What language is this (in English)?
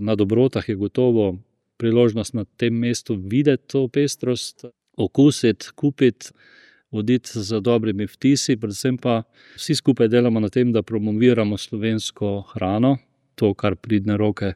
Slovenian